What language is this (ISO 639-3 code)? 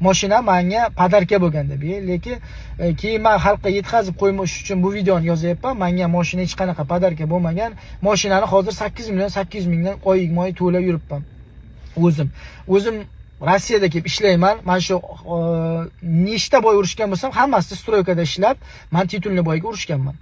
uzb